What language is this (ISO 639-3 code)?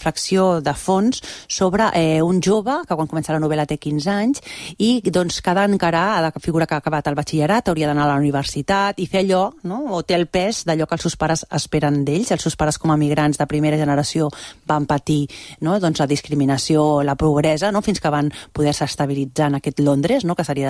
cat